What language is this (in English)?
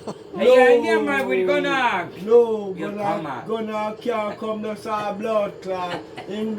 Jamaican Creole English